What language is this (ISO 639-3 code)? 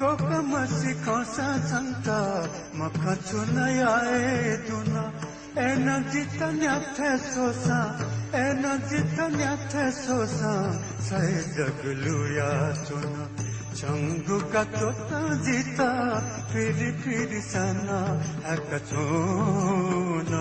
new